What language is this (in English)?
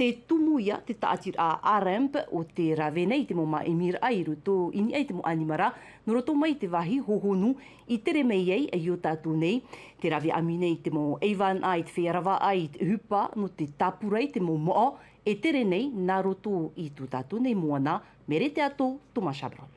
Tahitian